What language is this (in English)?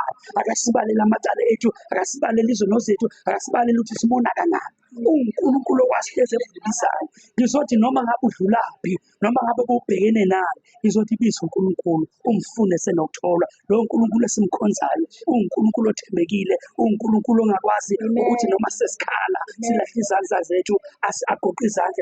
Zulu